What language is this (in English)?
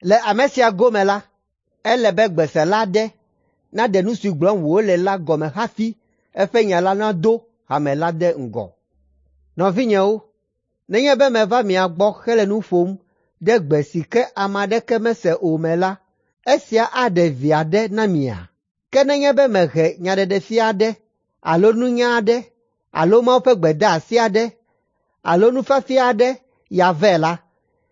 Ewe